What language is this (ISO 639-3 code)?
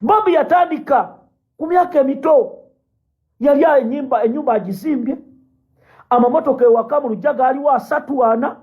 lug